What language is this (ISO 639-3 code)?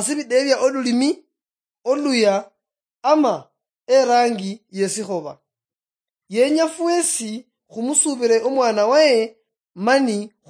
luy